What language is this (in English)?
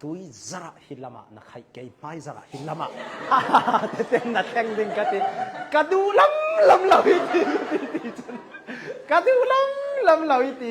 Hakha Chin